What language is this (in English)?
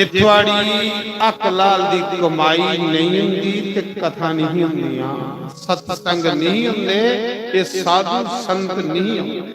Dogri